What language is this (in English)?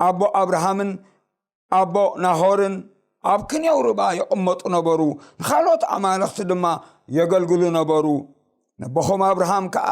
Tigrinya